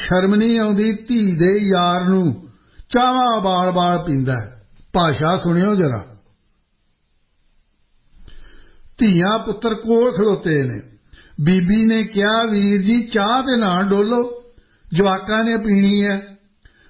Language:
Punjabi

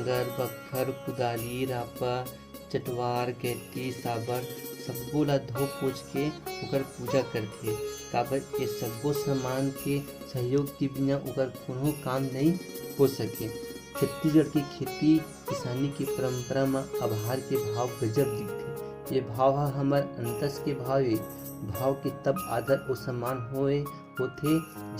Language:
Chhattisgarhi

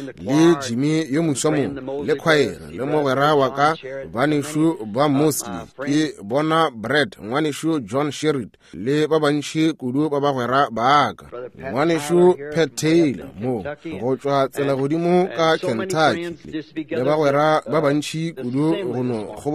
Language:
Northern Sotho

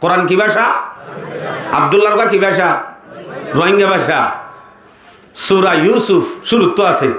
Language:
Rohingya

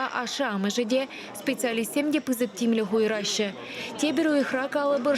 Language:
Chuvash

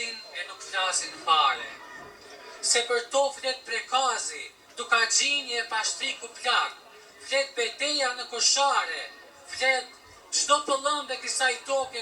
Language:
Albanian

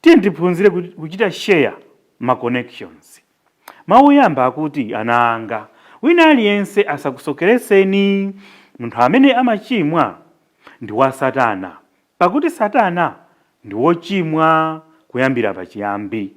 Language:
Nyanja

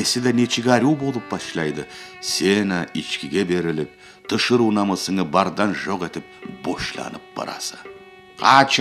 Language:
Karachay-Balkar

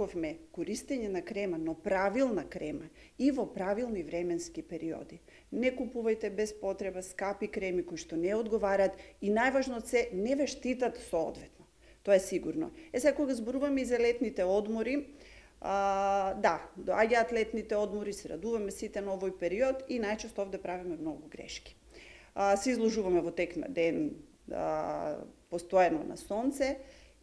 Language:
Macedonian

